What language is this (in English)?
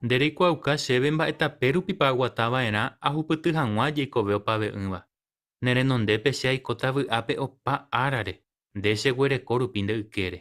Guarani